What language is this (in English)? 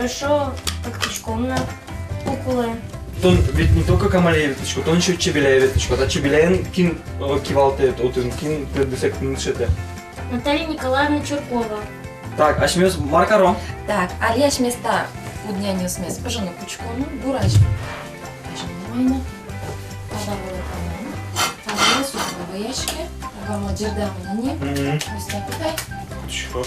Udmurt